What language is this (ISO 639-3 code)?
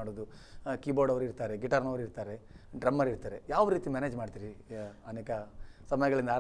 kan